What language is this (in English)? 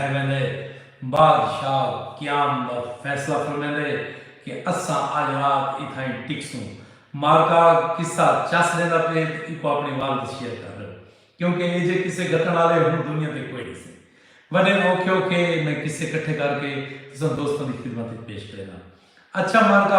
Saraiki